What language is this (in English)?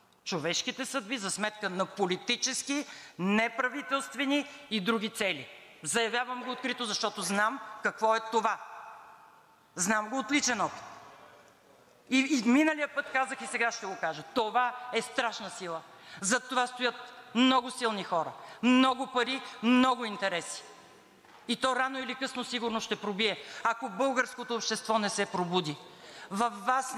Bulgarian